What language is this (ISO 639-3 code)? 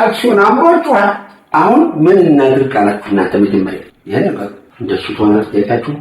amh